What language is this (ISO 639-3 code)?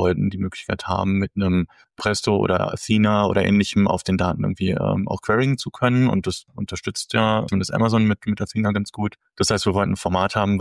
deu